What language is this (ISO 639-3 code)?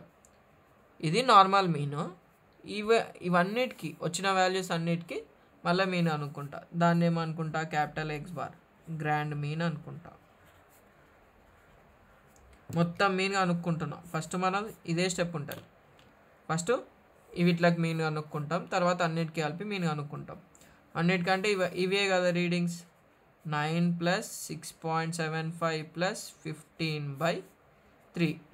tel